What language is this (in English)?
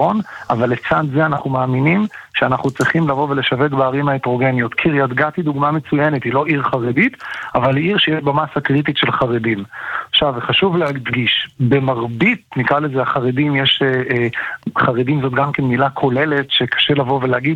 Hebrew